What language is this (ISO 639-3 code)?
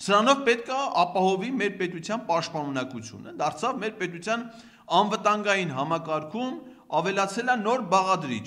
hye